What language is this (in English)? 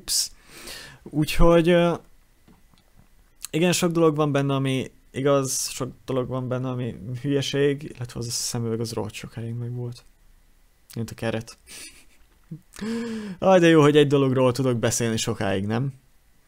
Hungarian